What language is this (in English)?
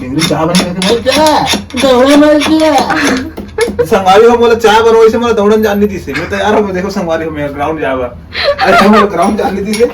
Chhattisgarhi